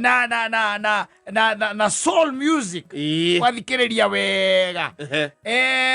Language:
Kikuyu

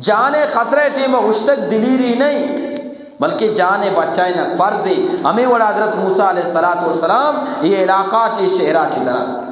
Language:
Eastern Balochi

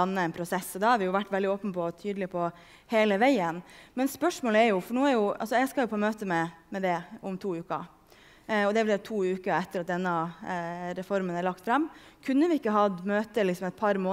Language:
Norwegian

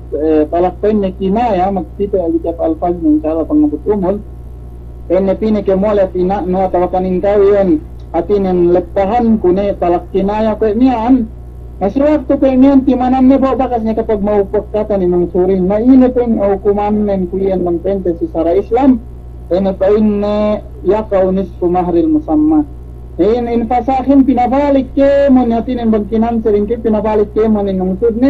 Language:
Yakan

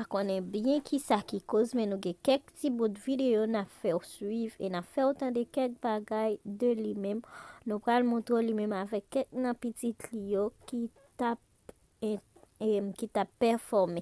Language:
Haitian Creole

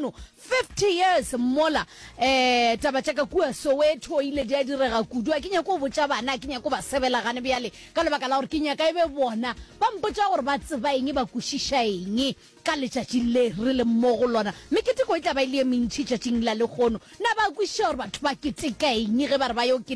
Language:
Northern Sotho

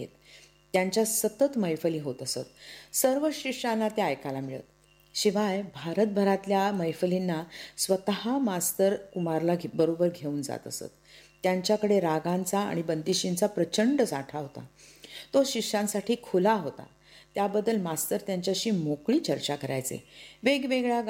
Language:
Marathi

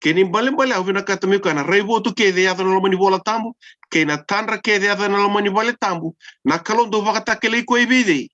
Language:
Fijian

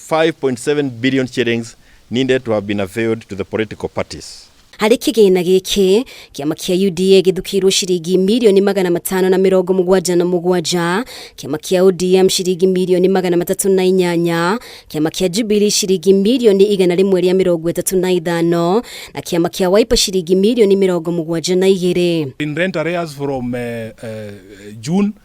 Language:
Kikuyu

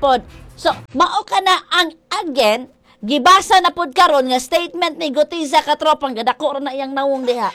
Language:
Cebuano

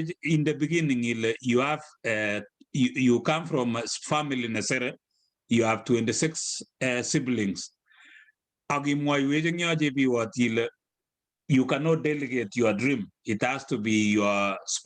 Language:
Kalenjin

